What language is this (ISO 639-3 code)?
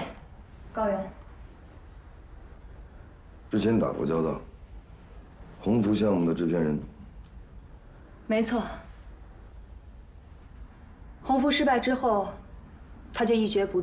zho